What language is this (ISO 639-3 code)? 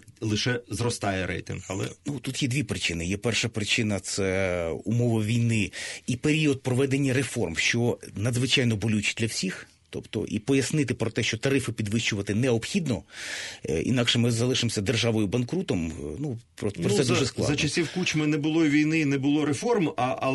ukr